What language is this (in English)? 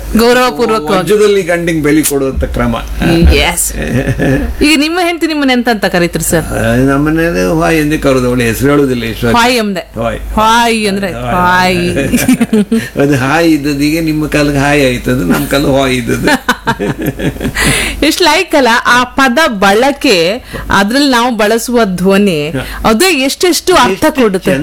Kannada